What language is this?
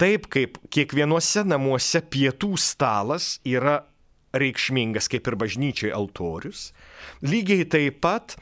Lithuanian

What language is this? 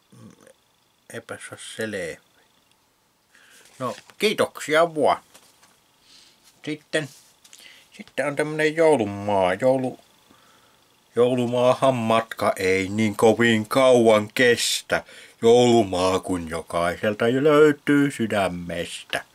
Finnish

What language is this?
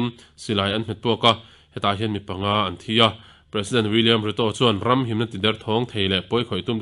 Mizo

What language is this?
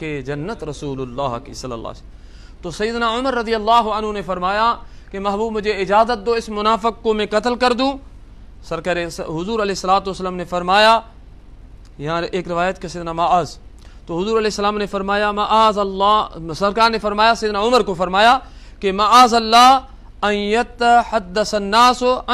Urdu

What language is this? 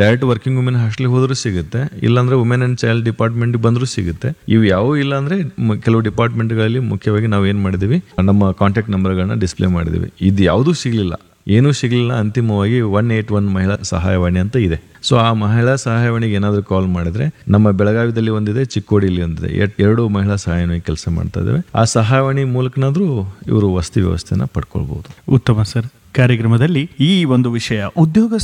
Kannada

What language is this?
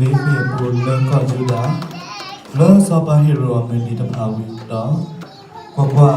S'gaw Karen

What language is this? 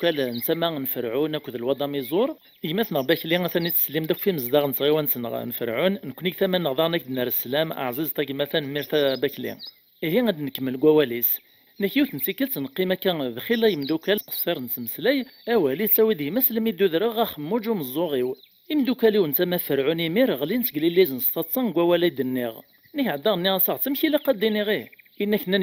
Kabyle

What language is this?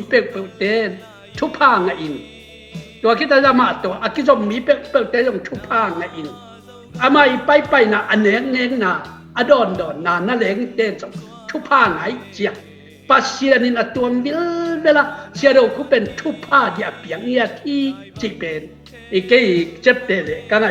Tedim Chin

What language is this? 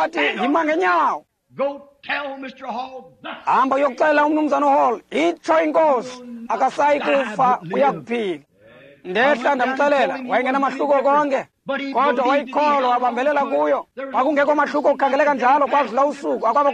Xhosa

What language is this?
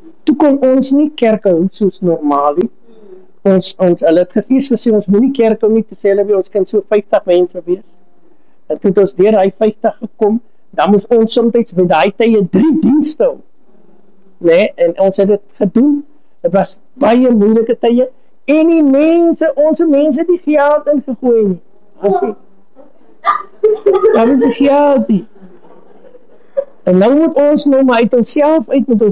Afrikaans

